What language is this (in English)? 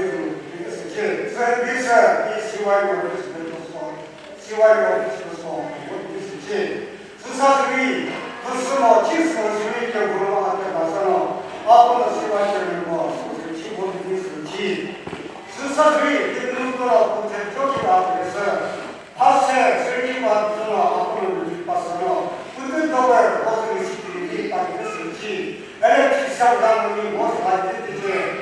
Chokri Naga